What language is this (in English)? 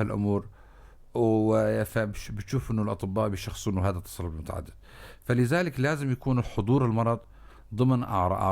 North Levantine Arabic